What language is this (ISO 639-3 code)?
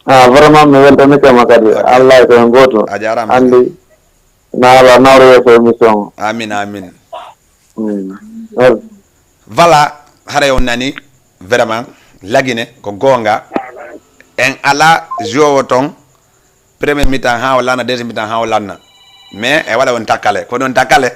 ful